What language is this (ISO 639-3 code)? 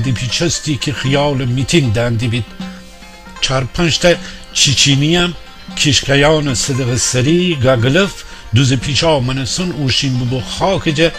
glk